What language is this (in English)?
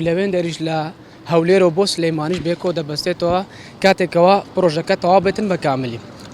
Central Kurdish